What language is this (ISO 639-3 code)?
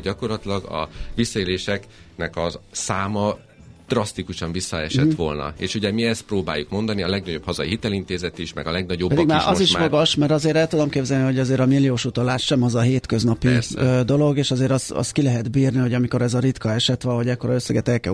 hun